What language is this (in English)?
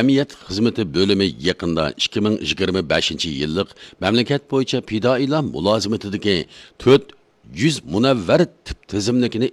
Uyghur